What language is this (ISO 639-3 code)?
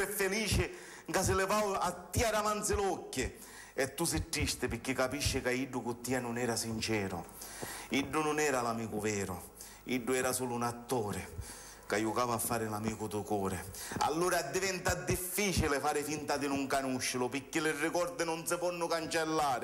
scn